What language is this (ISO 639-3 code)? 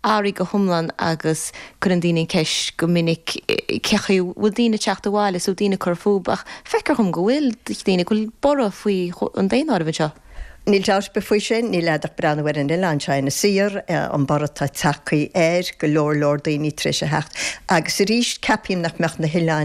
gle